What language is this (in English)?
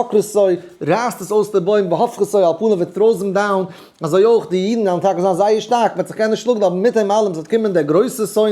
Yiddish